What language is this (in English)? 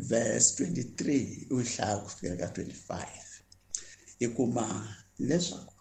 Tsonga